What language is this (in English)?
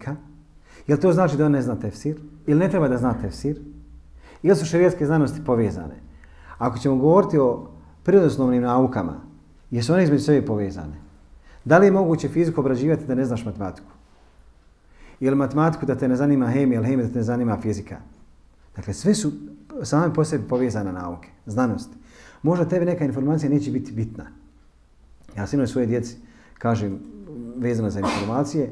Bosnian